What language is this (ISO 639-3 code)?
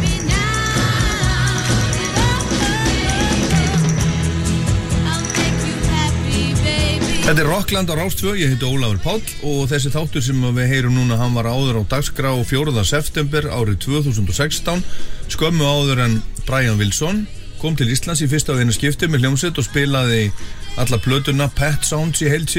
isl